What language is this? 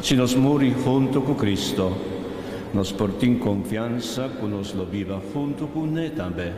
Papiamento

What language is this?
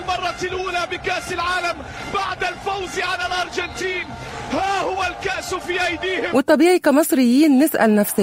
Egyptian Arabic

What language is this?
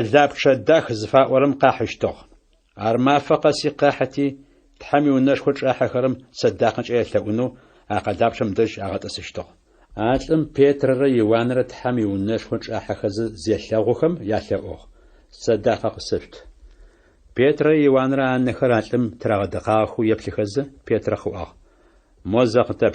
Adyghe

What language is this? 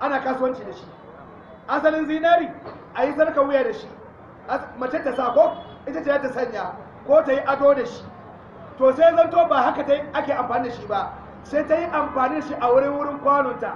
Hausa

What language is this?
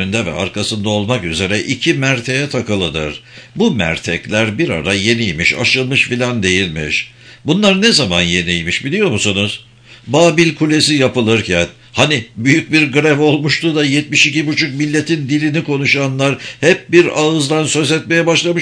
Turkish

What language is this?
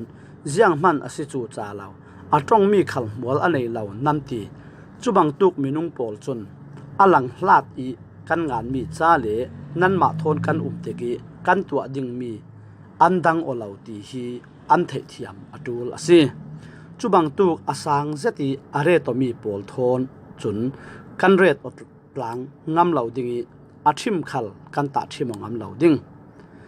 Falam Chin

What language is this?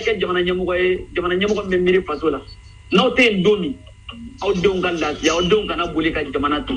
Bambara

